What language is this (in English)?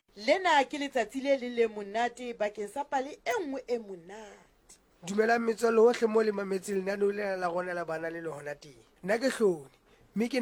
Southern Sotho